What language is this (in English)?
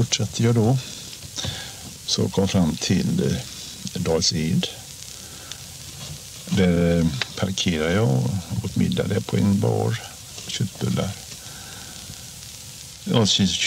Swedish